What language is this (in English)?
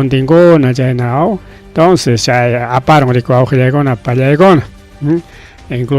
Ayacucho Quechua